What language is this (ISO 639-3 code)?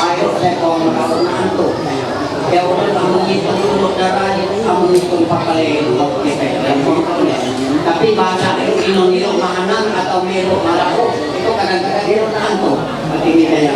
mhy